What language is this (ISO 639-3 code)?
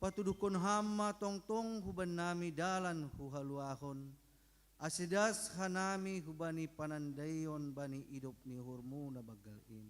bts